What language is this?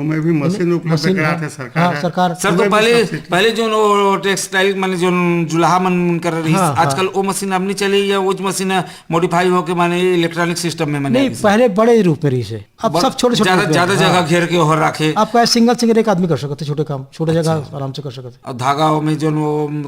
Chhattisgarhi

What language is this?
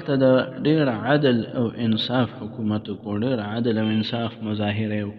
Pashto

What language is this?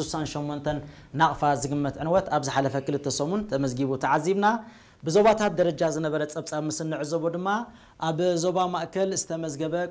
Tigrinya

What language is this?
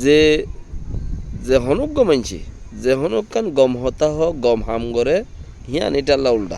Rohingya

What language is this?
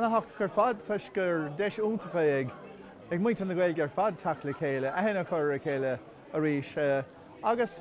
Irish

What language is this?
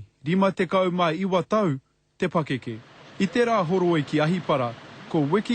Māori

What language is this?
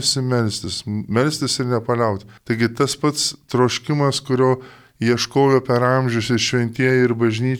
Lithuanian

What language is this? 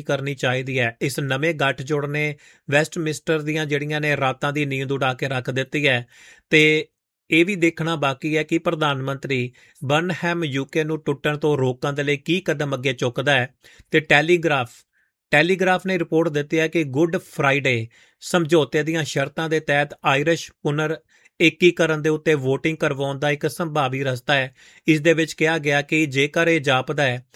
Punjabi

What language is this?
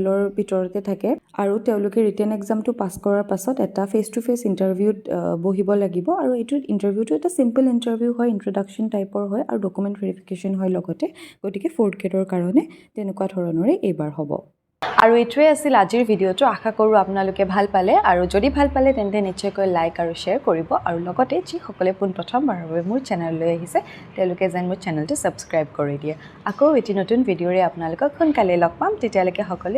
Assamese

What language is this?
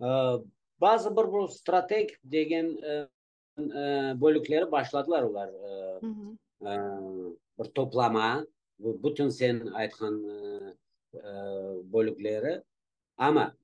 Crimean Tatar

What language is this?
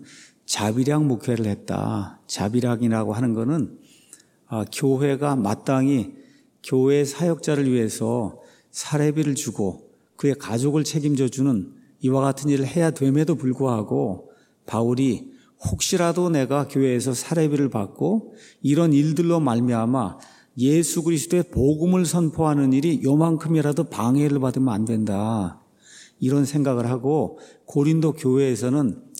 Korean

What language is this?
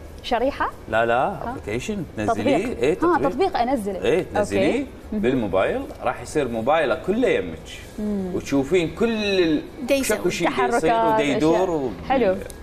Mesopotamian Arabic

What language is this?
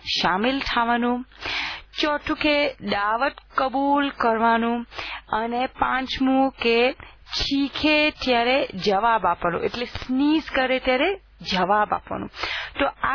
Gujarati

